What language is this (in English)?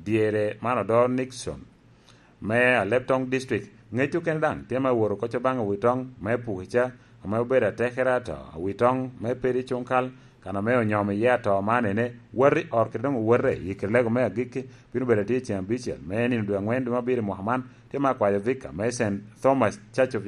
Lango (Uganda)